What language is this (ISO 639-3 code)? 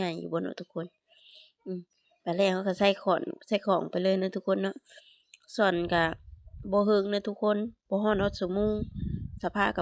lao